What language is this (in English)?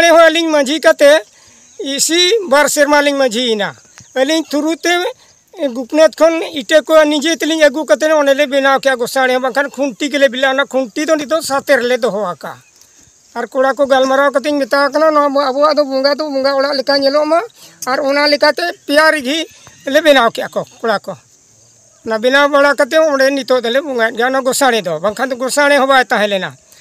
Santali